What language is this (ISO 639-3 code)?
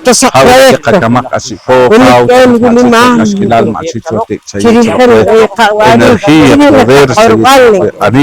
poh